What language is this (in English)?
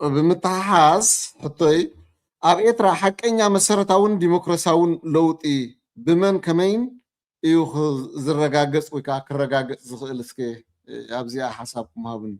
Tigrinya